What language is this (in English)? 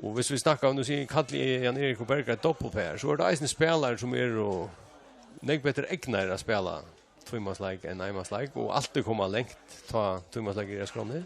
Faroese